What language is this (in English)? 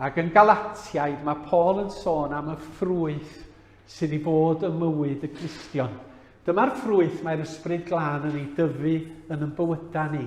Welsh